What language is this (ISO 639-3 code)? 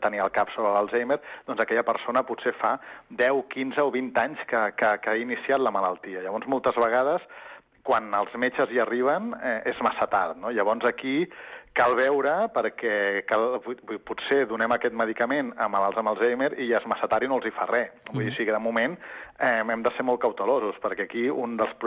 cat